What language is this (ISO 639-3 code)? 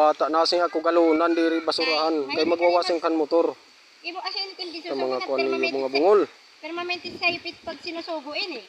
war